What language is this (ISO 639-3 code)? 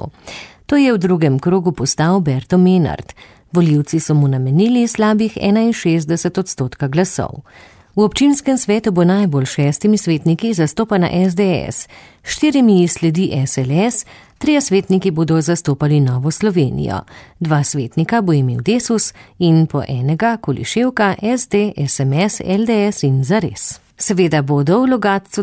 slv